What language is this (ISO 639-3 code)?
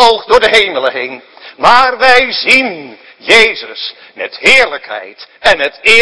nld